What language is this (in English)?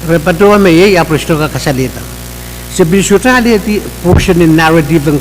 Pohnpeian